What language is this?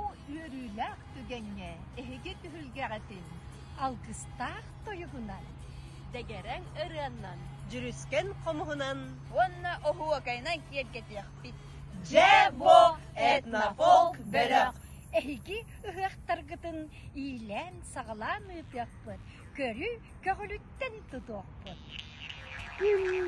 Yakut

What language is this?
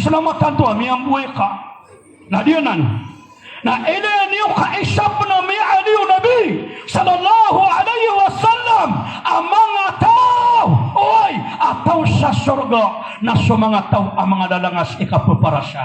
Maranao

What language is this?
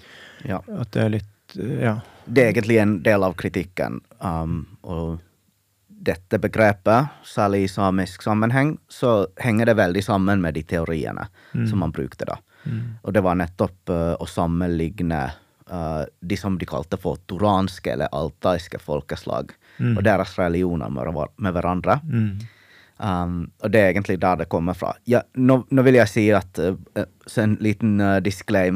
Norwegian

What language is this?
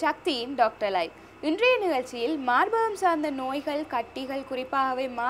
Tamil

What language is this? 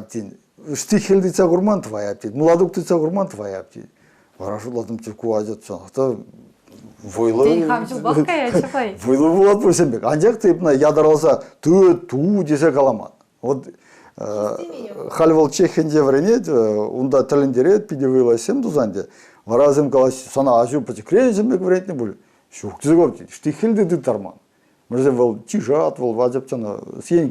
Chuvash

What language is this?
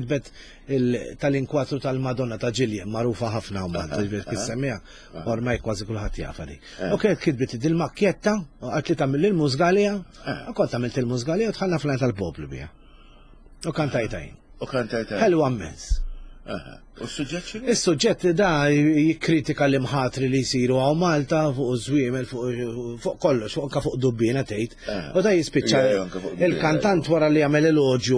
Maltese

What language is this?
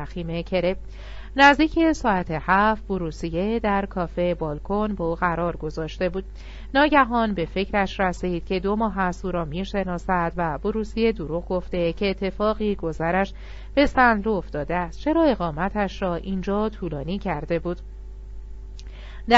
Persian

